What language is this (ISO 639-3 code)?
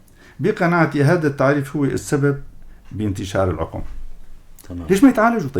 apc